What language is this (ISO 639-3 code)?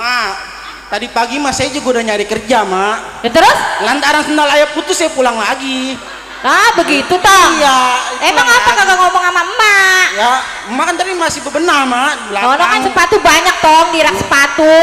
bew